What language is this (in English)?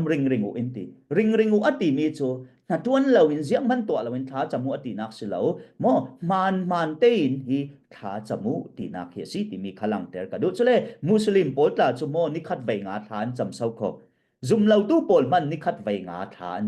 Falam Chin